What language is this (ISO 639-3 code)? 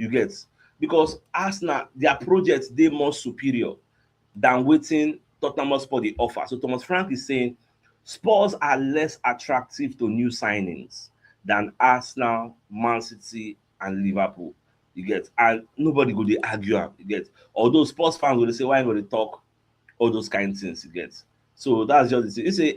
pcm